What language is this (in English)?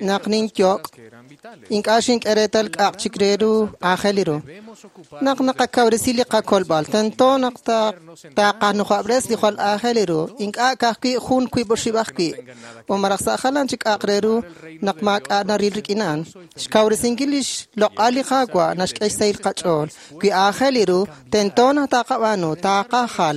Kekchí